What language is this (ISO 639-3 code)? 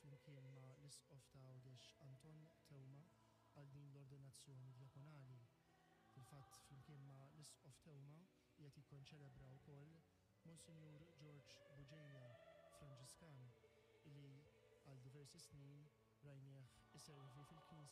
mlt